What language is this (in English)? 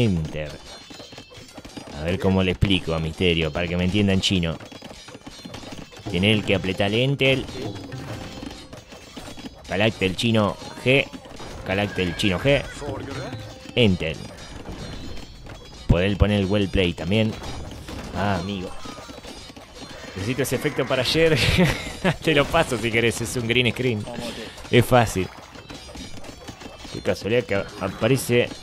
Spanish